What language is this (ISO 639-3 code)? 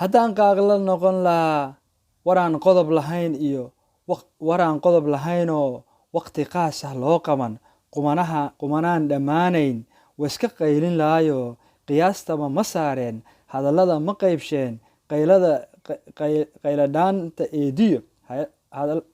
som